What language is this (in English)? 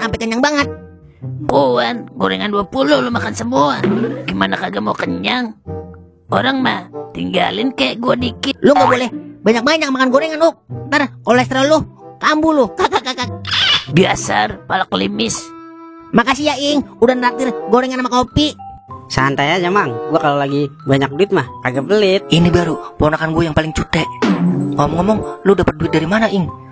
Betawi